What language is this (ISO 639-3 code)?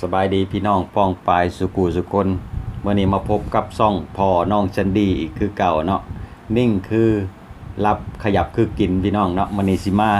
lao